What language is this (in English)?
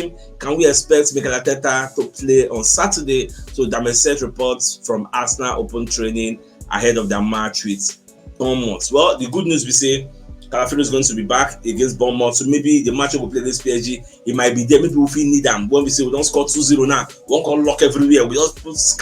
Nigerian Pidgin